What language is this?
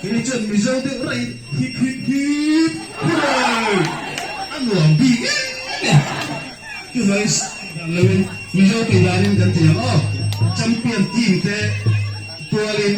Mizo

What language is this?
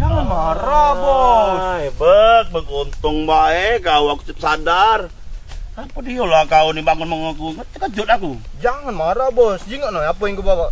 Musi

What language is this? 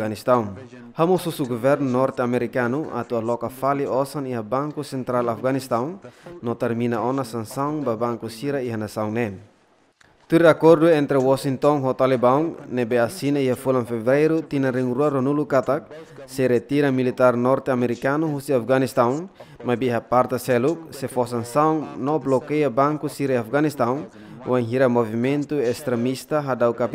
Tetum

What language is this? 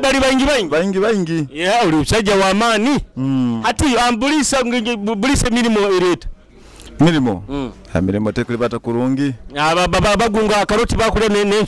Nyoro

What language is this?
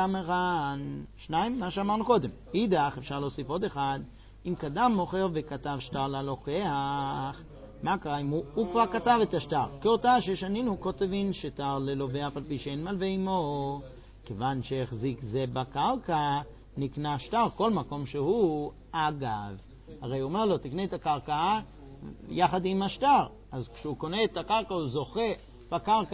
Hebrew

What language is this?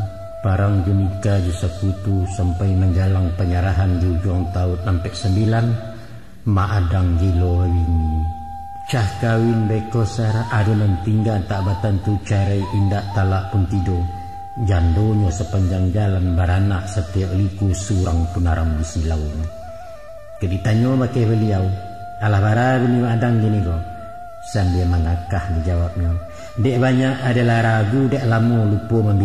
Minangkabau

